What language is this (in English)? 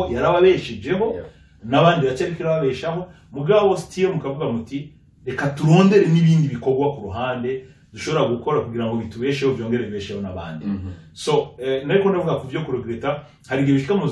Rundi